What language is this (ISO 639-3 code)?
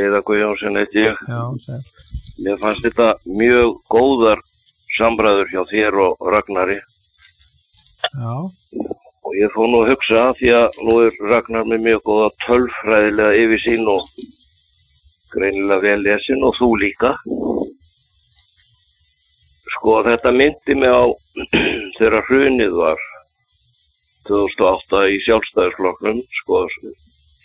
isl